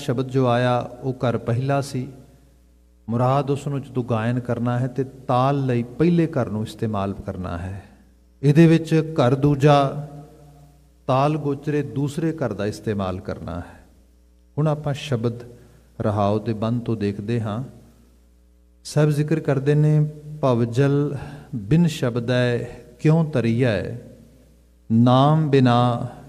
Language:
Punjabi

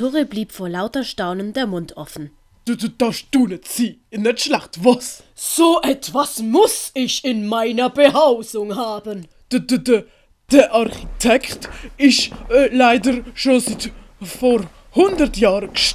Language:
Swiss German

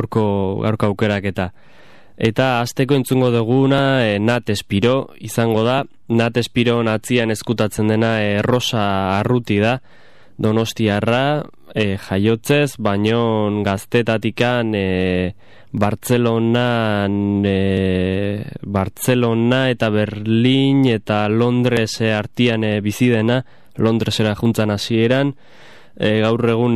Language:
Basque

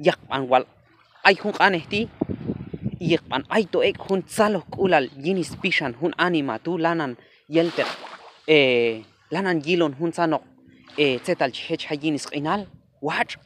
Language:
Q'anjob'al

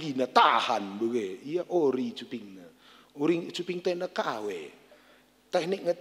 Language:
Batak Karo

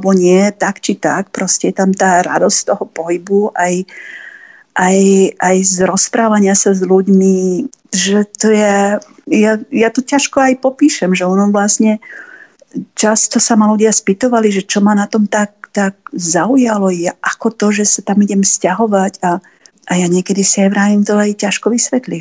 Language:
Slovak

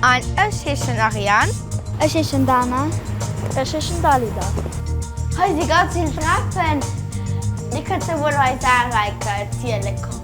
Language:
Luxembourgish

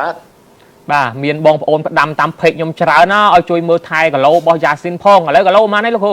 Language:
Khmer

